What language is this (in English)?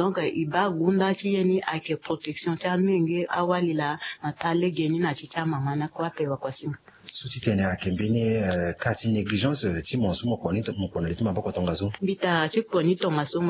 Sango